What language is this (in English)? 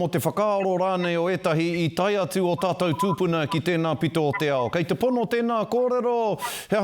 Māori